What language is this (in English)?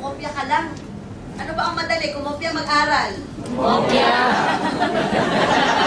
Filipino